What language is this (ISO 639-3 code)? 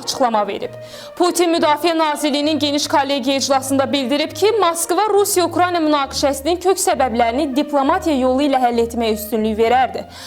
aze